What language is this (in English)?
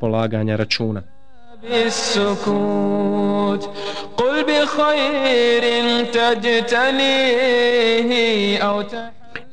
Bosnian